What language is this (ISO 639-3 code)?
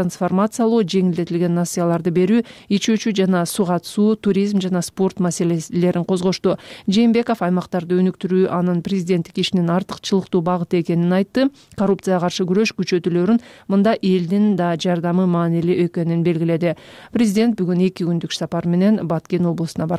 kir